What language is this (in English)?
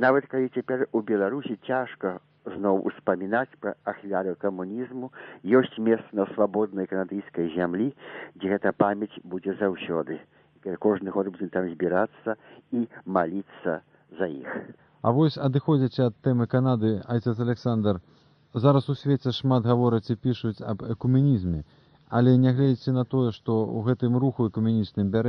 Belarusian